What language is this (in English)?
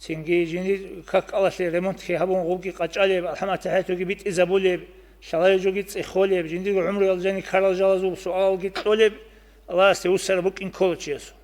Avaric